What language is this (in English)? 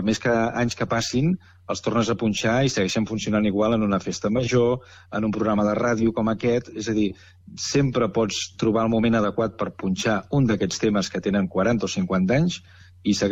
Catalan